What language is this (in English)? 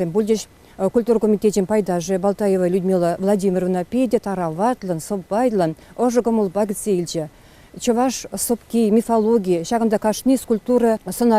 Chuvash